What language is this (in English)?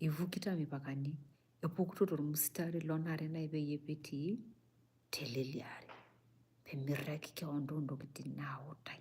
Masai